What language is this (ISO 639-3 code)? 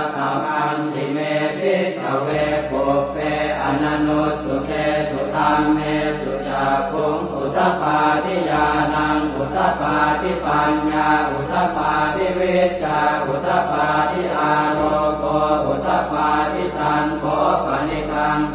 pli